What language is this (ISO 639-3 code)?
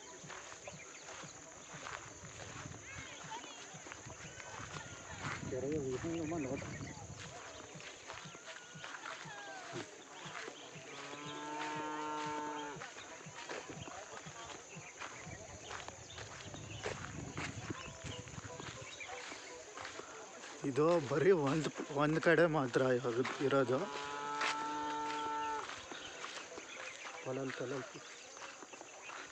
kan